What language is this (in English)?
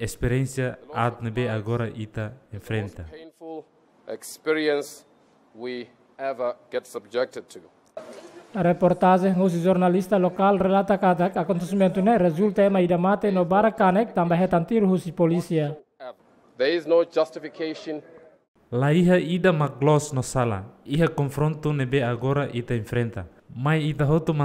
Tetum